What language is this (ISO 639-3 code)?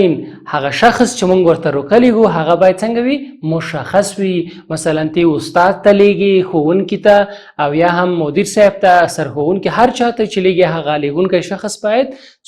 pus